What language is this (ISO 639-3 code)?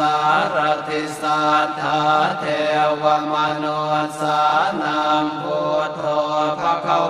pli